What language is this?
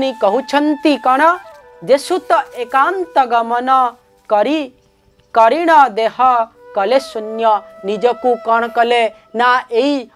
Odia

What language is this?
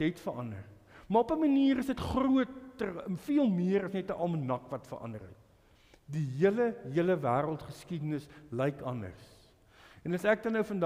Afrikaans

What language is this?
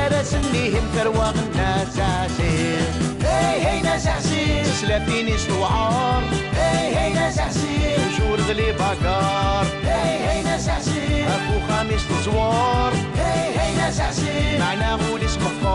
Kabyle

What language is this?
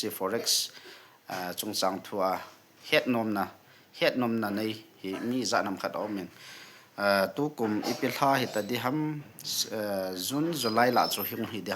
Thado Chin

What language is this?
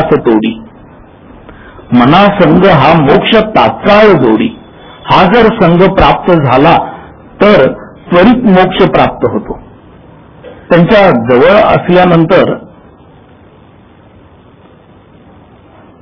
Marathi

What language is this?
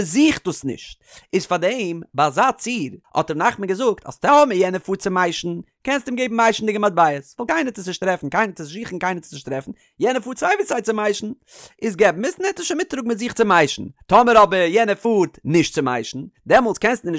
Yiddish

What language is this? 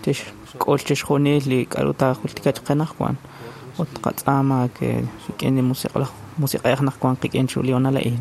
Kekchí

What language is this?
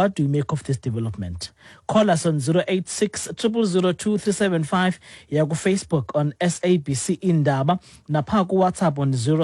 Xhosa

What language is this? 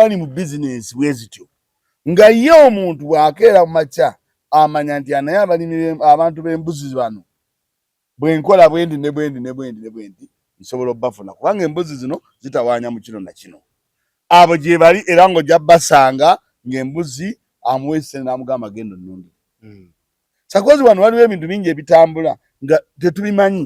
Ganda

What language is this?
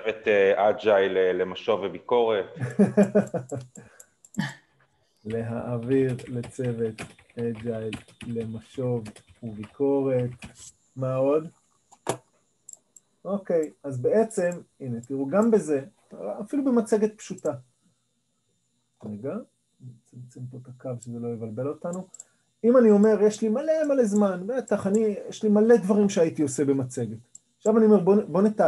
Hebrew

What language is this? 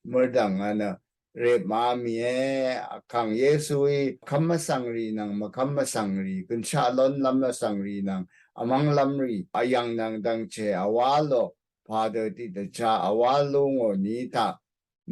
Rawang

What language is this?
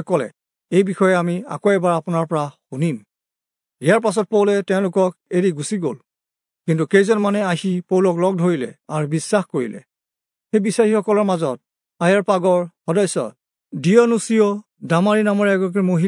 Assamese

